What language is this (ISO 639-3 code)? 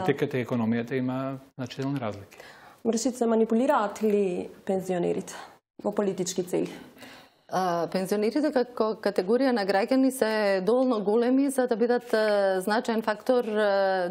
mkd